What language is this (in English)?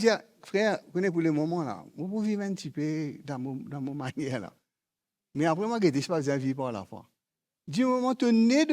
Morisyen